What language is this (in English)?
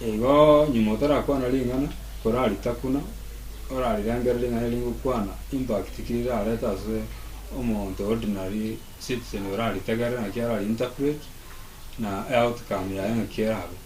Gusii